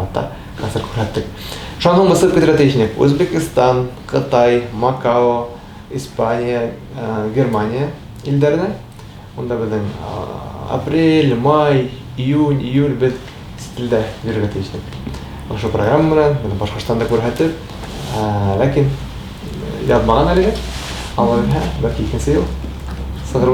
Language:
Bashkir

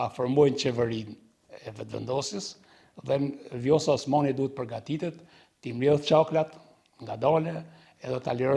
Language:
Albanian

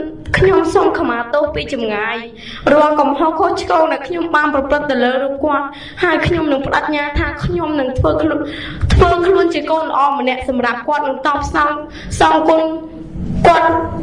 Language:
Khmer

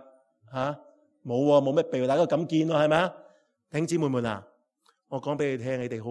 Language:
Cantonese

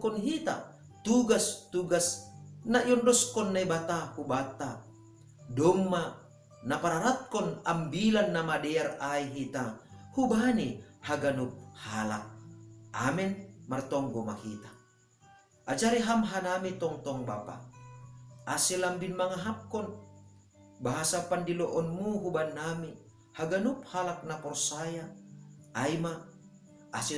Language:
Batak Simalungun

